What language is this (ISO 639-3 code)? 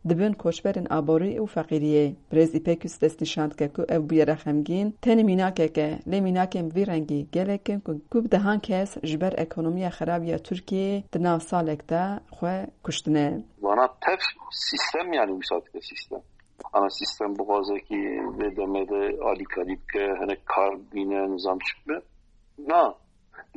kur